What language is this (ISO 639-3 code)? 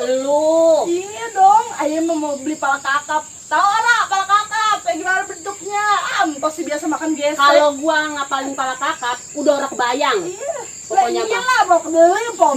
bew